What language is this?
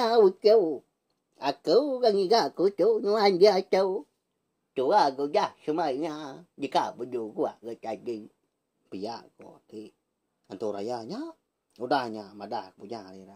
Iban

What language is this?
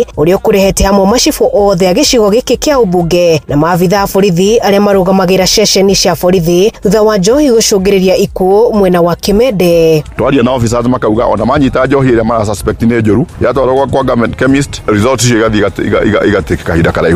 Kikuyu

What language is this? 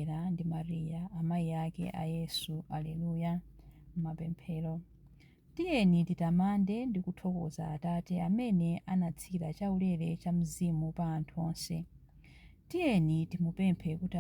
Nyanja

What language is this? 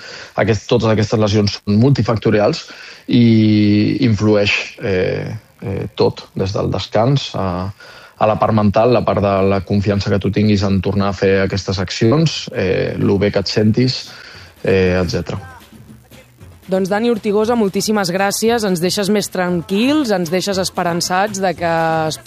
Catalan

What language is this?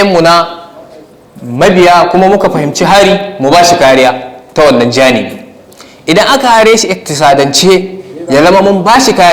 Hausa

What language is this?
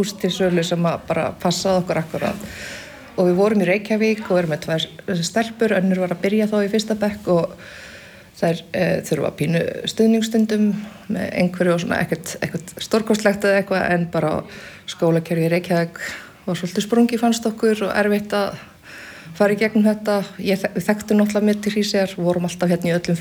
Icelandic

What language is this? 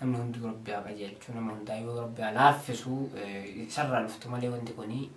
Oromo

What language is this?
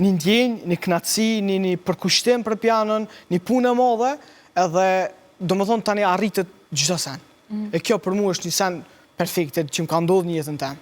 Albanian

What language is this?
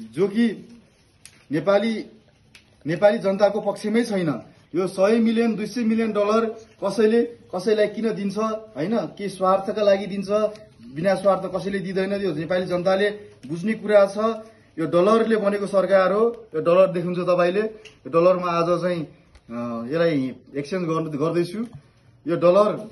Nepali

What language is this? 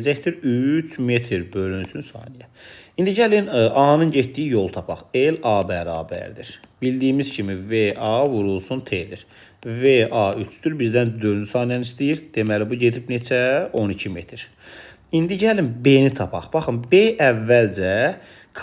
Azerbaijani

